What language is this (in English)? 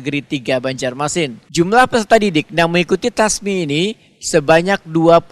Banjar